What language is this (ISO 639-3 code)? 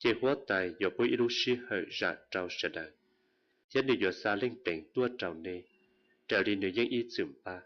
hmn